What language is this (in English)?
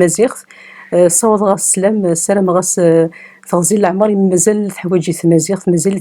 Kabyle